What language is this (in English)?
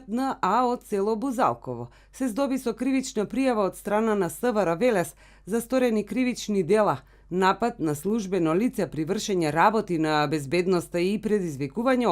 Macedonian